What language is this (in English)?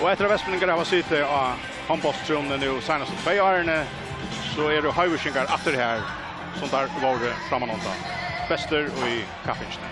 Faroese